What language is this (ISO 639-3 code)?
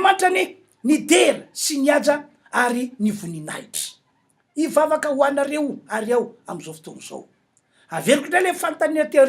mlg